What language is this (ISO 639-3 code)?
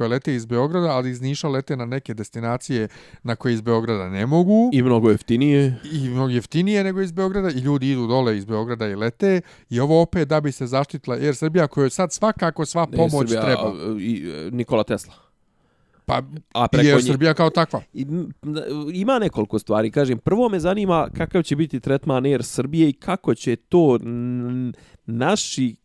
bos